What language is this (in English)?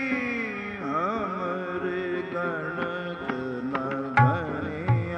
Punjabi